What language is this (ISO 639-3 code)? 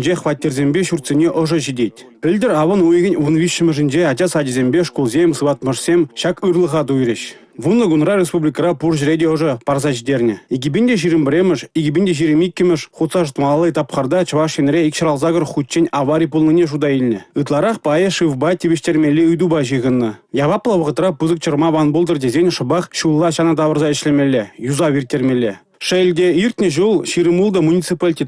chv